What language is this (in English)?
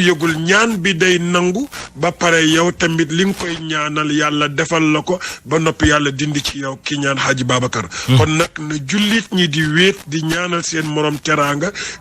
Wolof